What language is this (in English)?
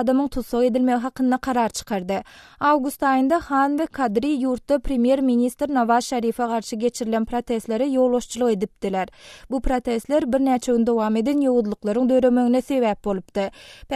Turkmen